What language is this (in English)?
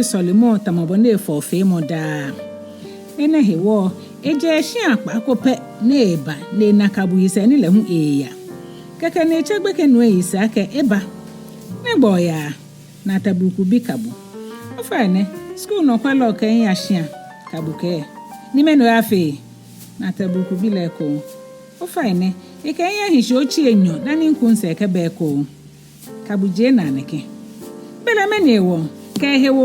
Ga